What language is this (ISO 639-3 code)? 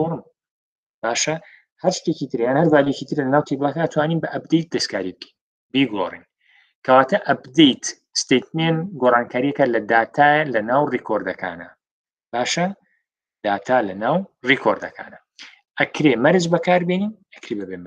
ckb